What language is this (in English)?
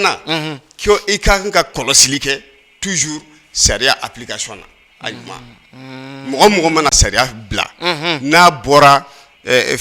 Bambara